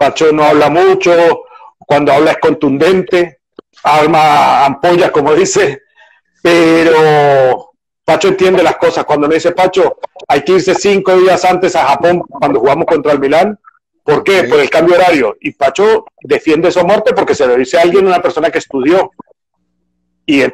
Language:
Spanish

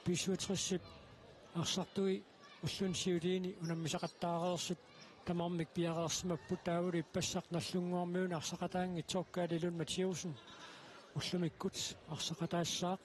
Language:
Kalaallisut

